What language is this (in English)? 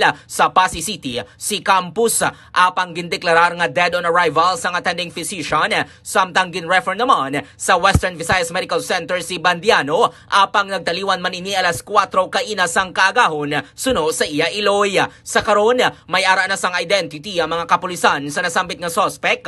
Hiligaynon